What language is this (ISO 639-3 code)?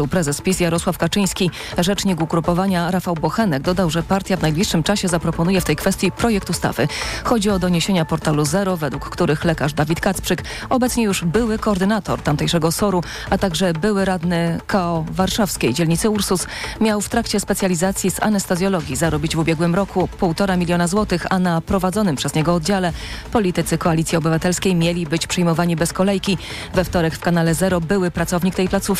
pol